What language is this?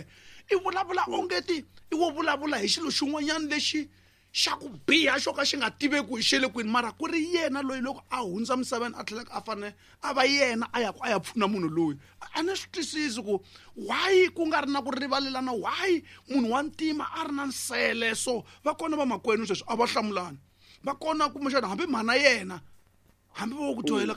Tsonga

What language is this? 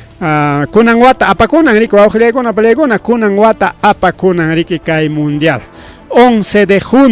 Ayacucho Quechua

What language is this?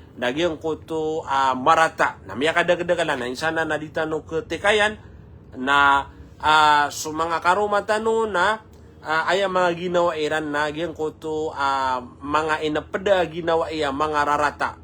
Maranao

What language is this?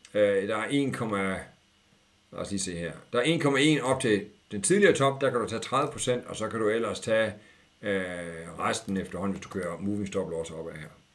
Danish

